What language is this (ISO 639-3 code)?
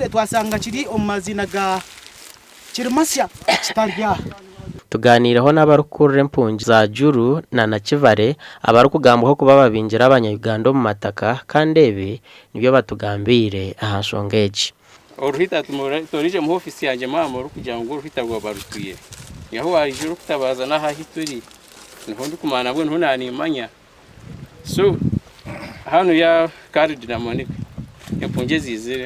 nyn